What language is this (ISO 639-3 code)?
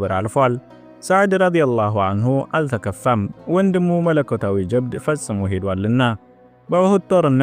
amh